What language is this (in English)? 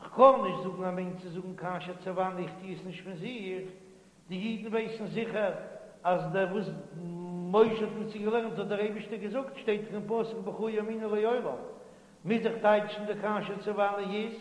Yiddish